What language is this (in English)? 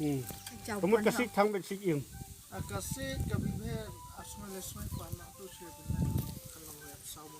Khasi